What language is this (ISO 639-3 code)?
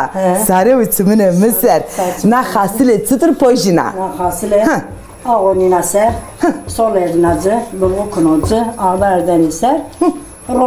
zza